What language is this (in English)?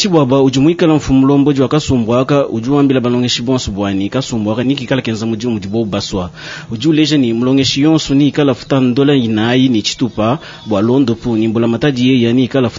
Luba-Lulua